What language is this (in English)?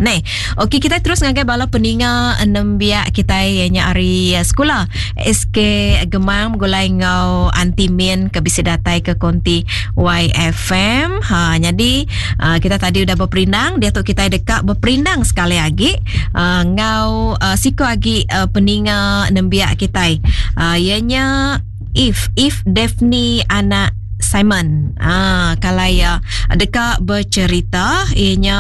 Iban